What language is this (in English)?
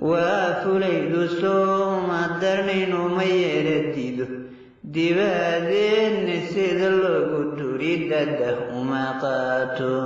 Somali